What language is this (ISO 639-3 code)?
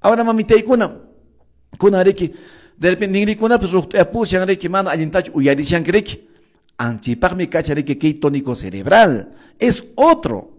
que